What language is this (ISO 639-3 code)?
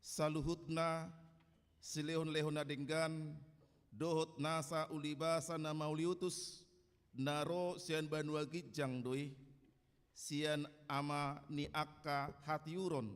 bbc